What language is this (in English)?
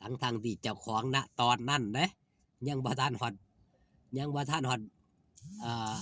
Northeastern Thai